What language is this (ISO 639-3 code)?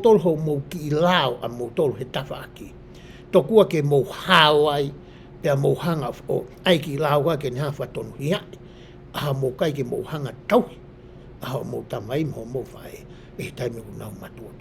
ton